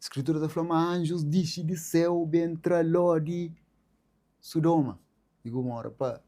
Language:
Kabuverdianu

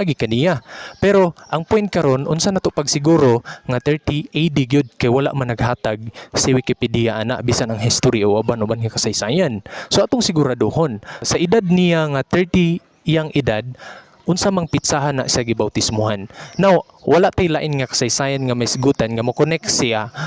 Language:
Cebuano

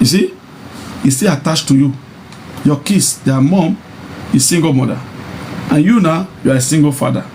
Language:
Nigerian Pidgin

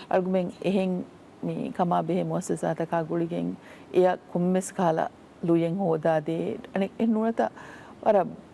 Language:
Divehi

